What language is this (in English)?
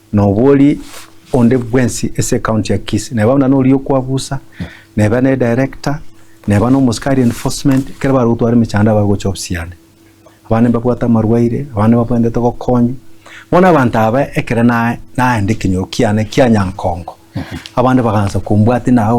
Gusii